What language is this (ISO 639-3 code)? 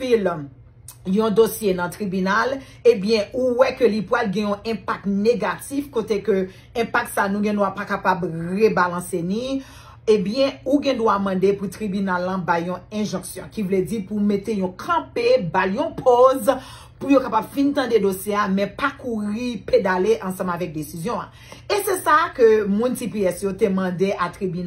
hat